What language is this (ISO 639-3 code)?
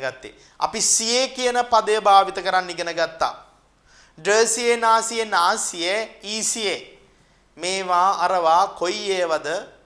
sin